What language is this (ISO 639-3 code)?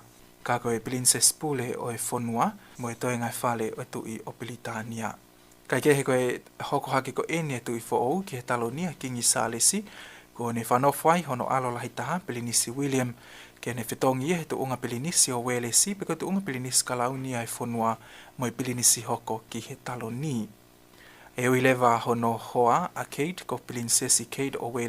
ton